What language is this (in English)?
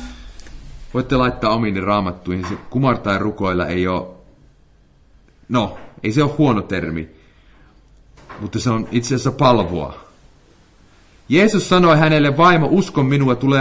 Finnish